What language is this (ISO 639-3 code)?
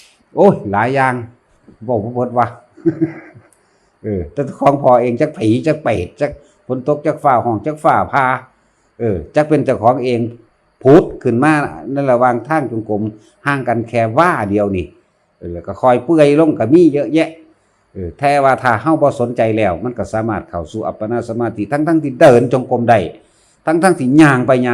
lao